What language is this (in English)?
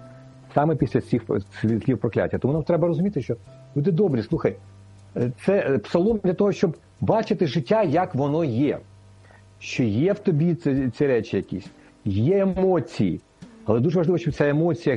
Ukrainian